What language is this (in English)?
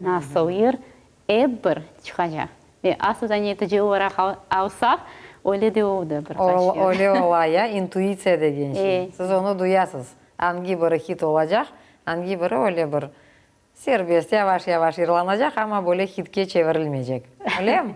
Crimean Tatar